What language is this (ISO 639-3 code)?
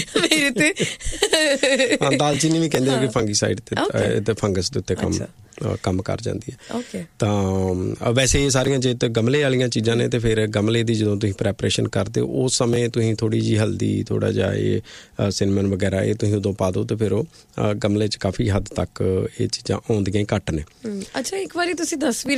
pan